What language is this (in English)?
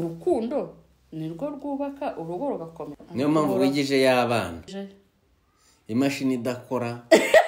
Kinyarwanda